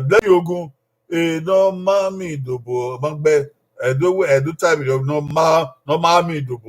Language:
Bini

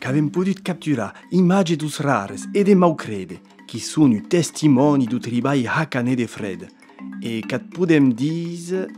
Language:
Occitan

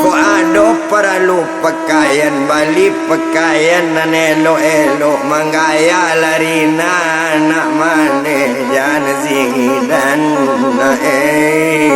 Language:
Minangkabau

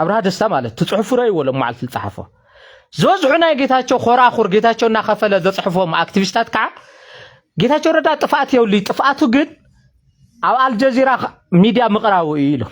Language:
Tigrinya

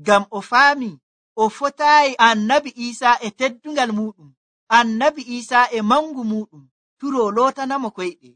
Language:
Nigerian Fulfulde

